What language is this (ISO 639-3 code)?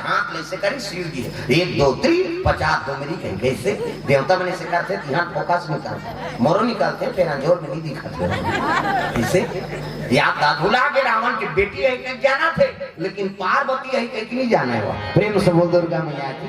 hne